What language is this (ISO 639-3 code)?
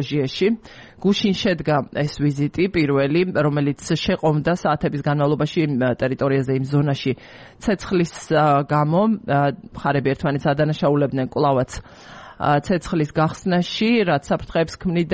kat